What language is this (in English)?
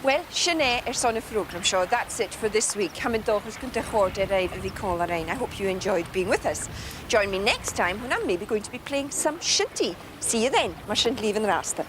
Scottish Gaelic